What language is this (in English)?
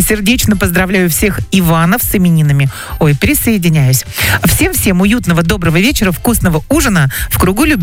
Russian